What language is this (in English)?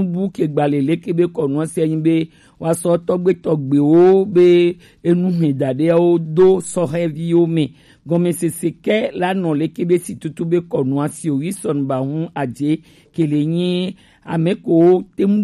Gen